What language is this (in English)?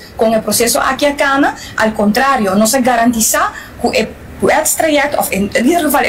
Papiamento